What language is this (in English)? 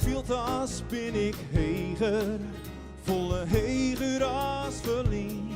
Western Frisian